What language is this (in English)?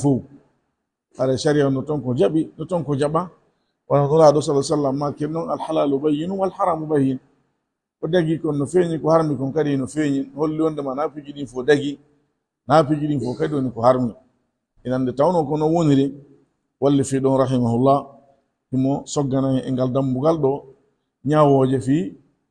Fula